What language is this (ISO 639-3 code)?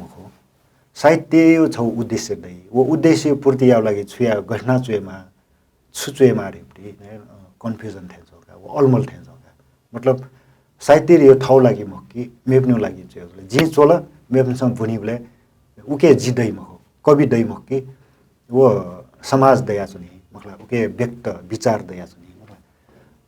new